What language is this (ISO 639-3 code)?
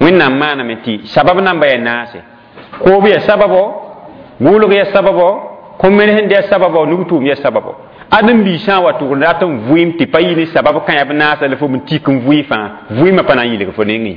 mos